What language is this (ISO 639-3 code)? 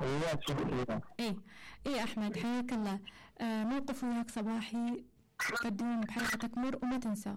acm